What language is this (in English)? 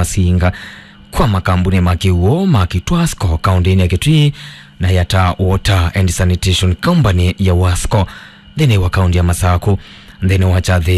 Kamba